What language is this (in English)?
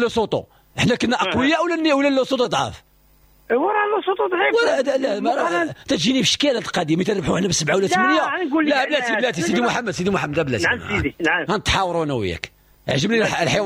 Moroccan Arabic